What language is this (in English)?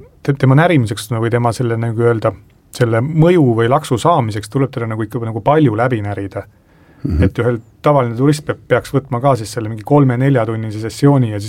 Estonian